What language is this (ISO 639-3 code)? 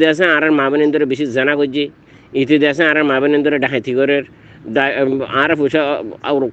rhg